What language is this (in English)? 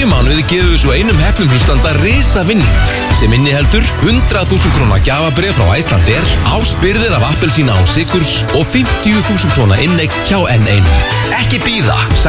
Icelandic